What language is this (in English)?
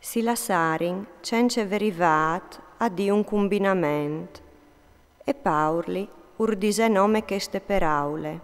Friulian